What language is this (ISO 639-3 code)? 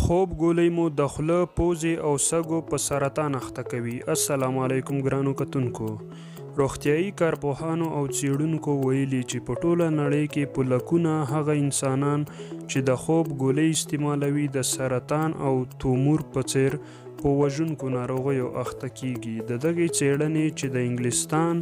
pus